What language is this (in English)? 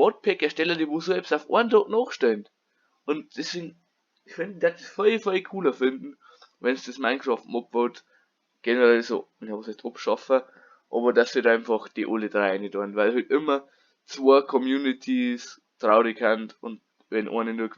Bavarian